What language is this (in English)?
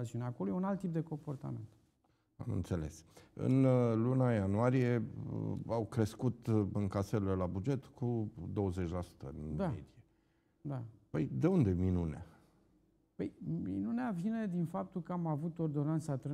Romanian